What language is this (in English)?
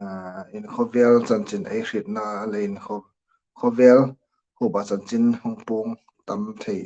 Hmar